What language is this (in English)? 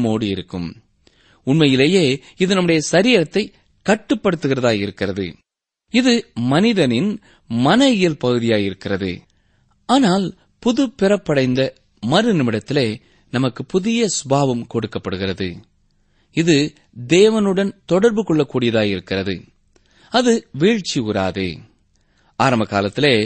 Tamil